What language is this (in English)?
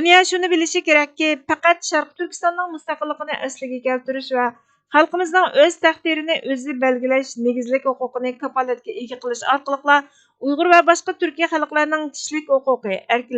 Uyghur